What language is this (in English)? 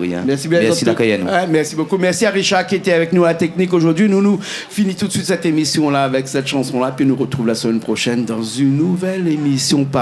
Réunion Creole French